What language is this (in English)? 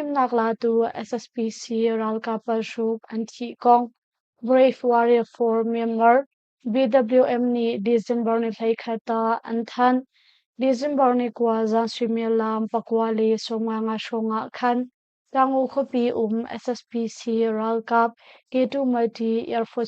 Hakha Chin